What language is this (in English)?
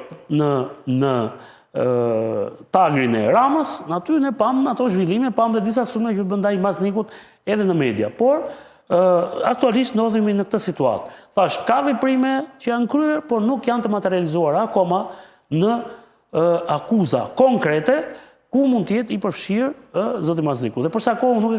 Albanian